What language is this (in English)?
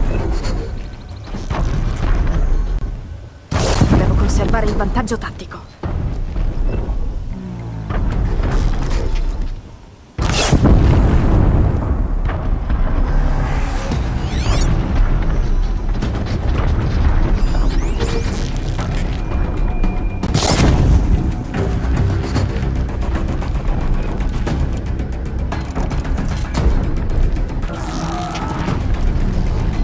Italian